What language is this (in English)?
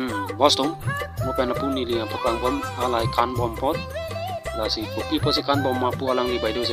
Karbi